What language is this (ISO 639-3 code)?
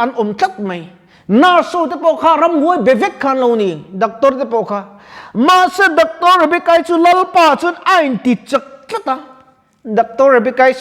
lus